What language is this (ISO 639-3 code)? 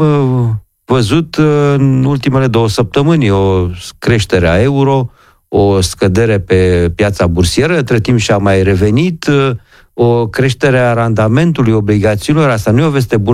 ron